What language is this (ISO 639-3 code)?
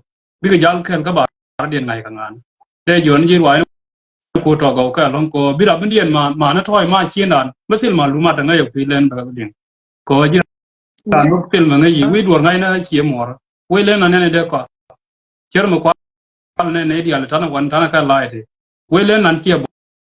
nus